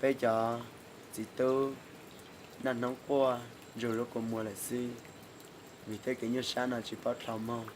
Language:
Hmong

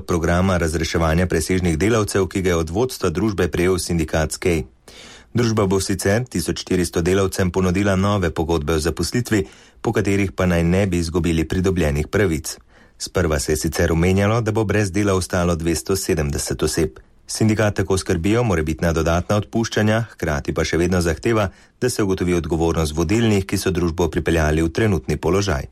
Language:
Slovenian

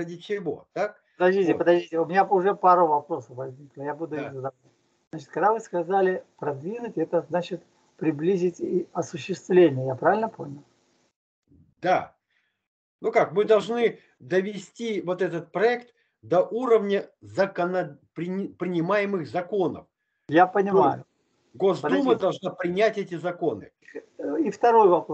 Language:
Russian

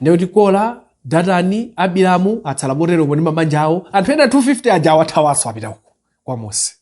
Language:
Nyanja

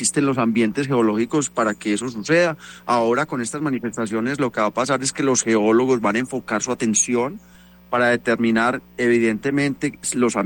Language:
Spanish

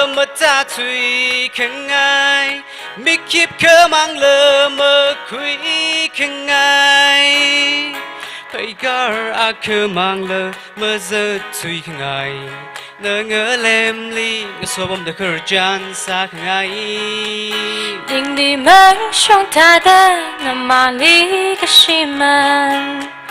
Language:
Tangkhul Naga (India)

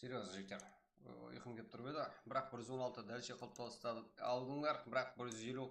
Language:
Kara-Kalpak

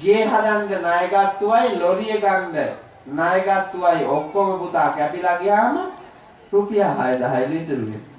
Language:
Sinhala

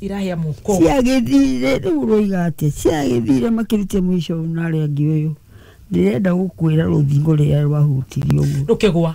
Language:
Kikuyu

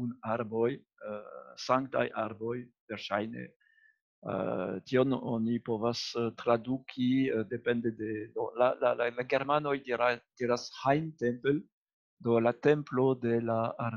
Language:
Esperanto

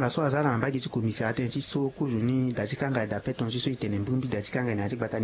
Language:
Sango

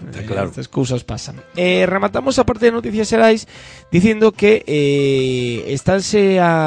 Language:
Galician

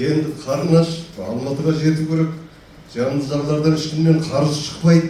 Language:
Kazakh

